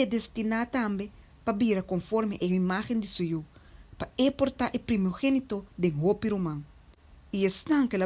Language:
Papiamento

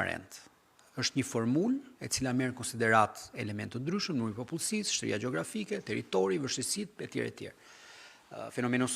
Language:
Albanian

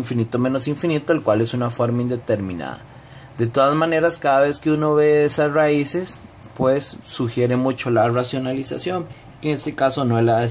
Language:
Spanish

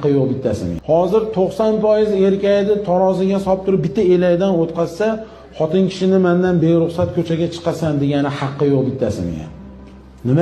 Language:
Uzbek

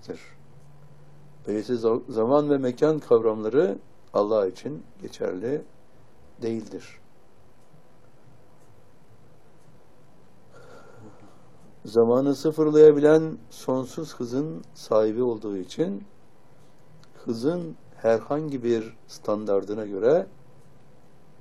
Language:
Turkish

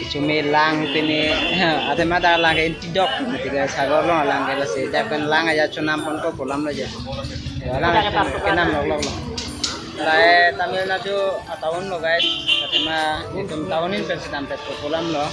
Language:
Karbi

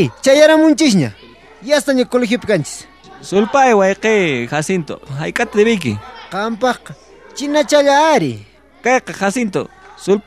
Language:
South Bolivian Quechua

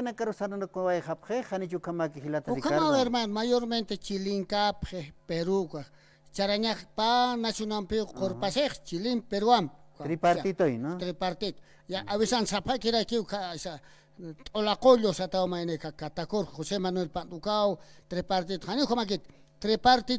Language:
Aymara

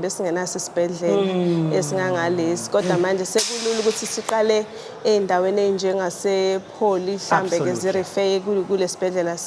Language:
Zulu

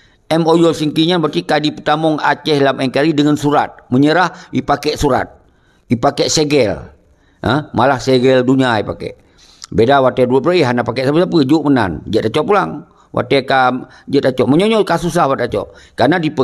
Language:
Achinese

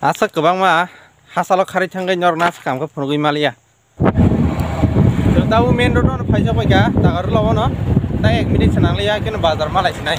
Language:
Kok Borok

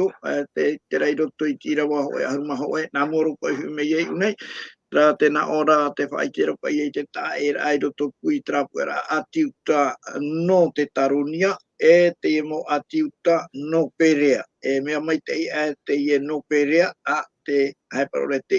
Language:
Tahitian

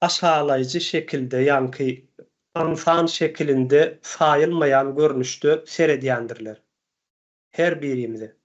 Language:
Turkmen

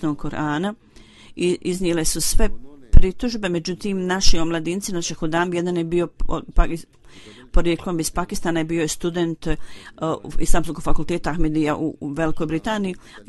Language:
Bosnian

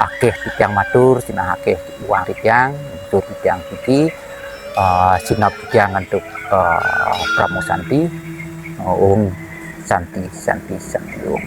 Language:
Balinese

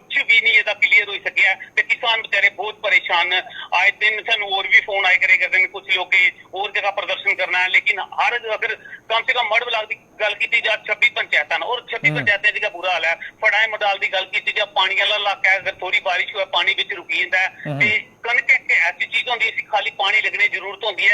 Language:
Dogri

